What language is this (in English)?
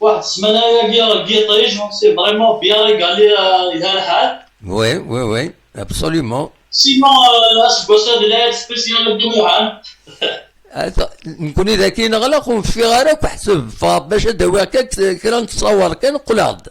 Kabyle